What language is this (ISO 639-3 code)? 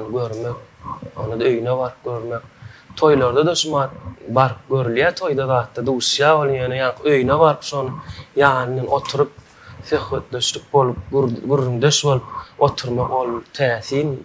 tuk